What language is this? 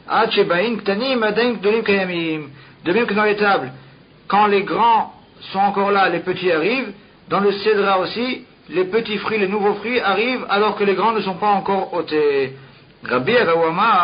French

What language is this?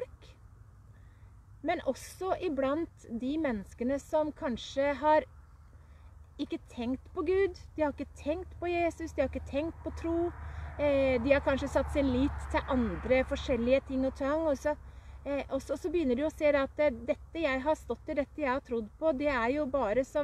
Norwegian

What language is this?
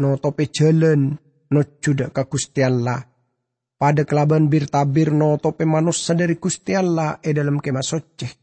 Madurese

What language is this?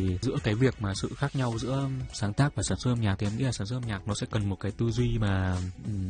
Vietnamese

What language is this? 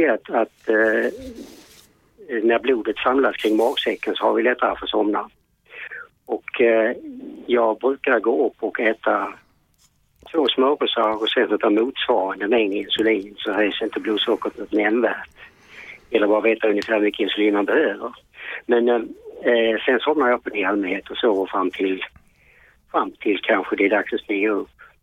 Swedish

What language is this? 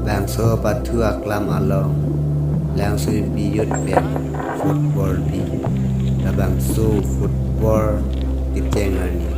Karbi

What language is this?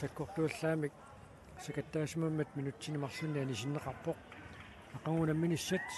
Kalaallisut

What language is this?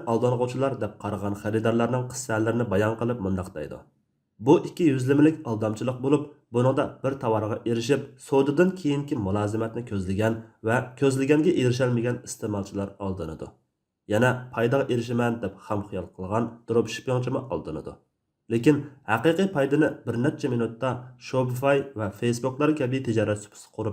Uyghur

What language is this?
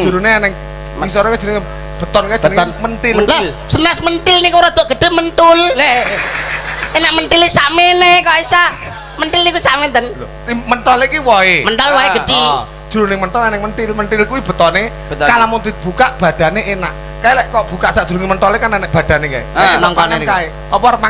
Javanese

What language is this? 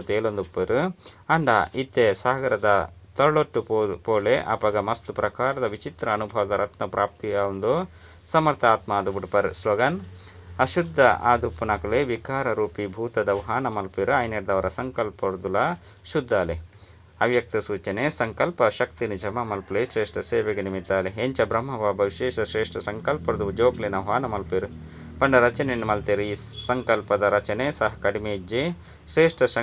Tulu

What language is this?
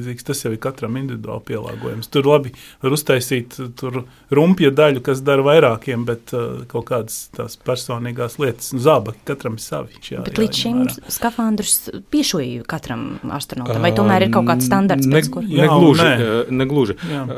Latvian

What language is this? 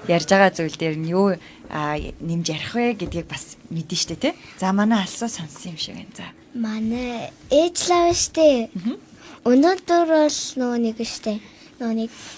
Mongolian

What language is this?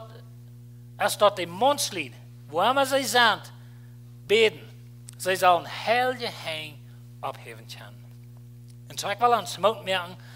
Plautdietsch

